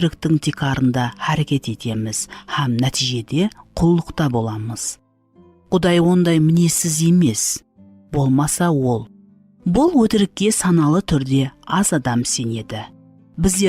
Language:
Kara-Kalpak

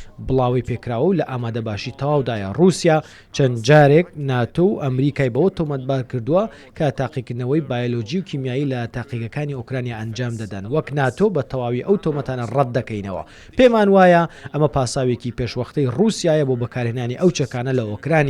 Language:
Central Kurdish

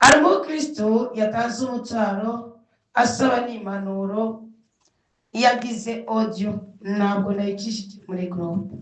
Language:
Rundi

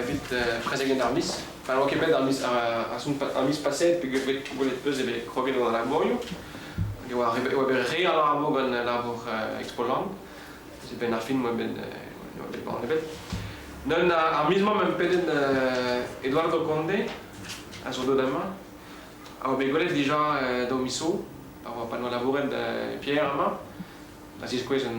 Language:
Breton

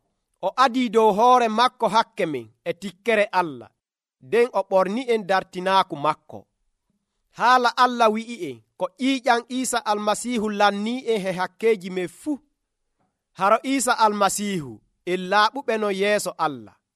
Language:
Nigerian Fulfulde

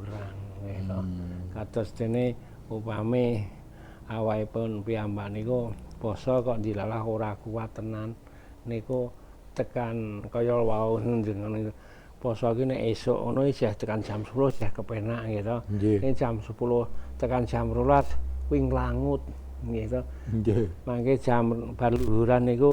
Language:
Javanese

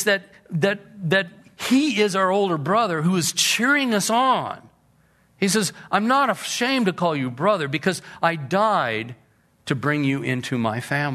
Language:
English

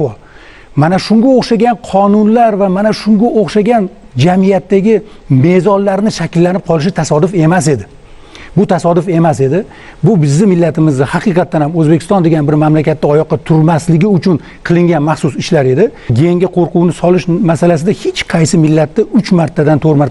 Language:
Uzbek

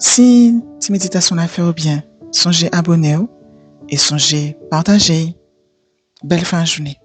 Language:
Guadeloupean Creole French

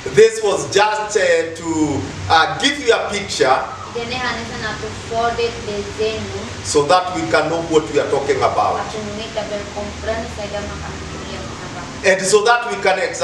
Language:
Tetum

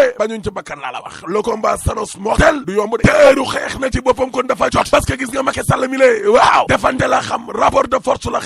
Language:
Wolof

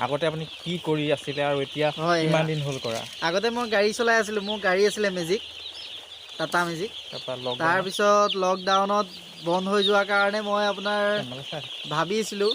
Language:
Assamese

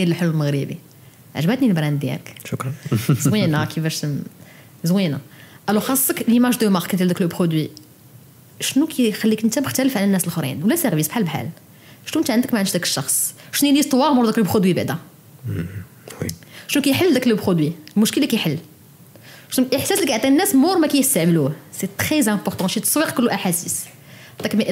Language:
Moroccan Arabic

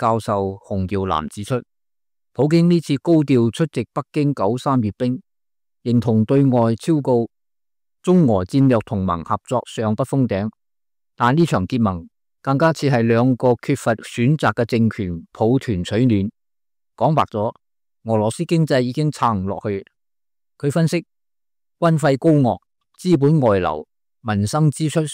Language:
Cantonese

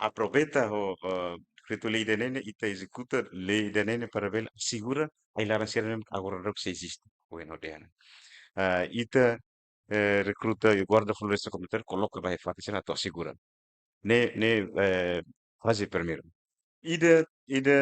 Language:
Tetum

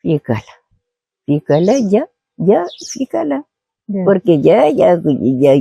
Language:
Kabuverdianu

